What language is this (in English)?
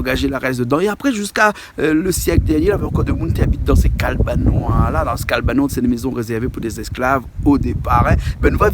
Réunion Creole French